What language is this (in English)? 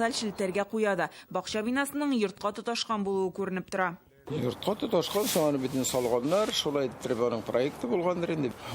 Tatar